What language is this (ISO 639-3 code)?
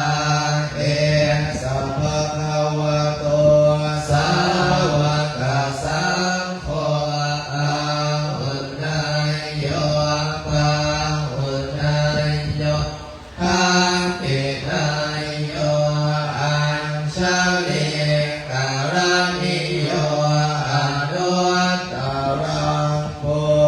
pli